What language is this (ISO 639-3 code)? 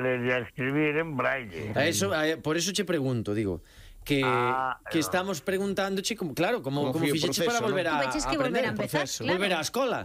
glg